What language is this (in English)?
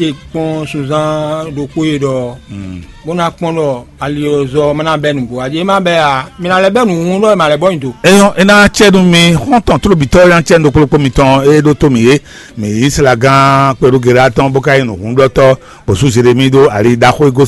Fon